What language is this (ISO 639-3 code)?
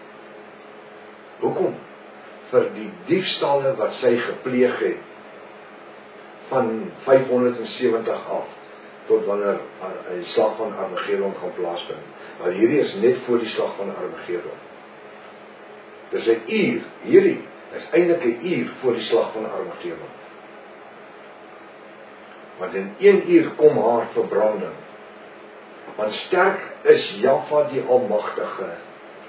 afr